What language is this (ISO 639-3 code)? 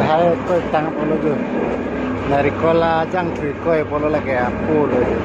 mjw